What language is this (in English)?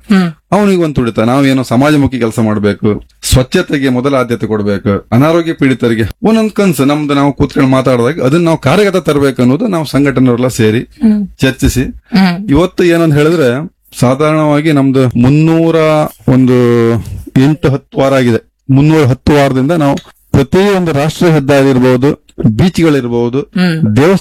Kannada